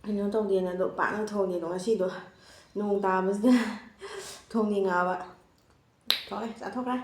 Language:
Manipuri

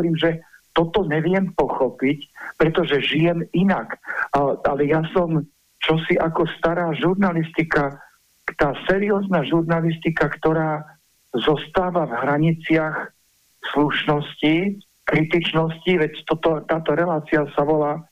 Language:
Slovak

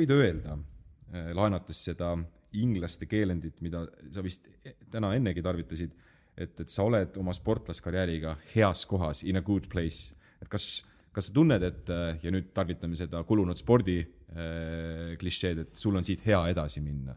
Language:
Estonian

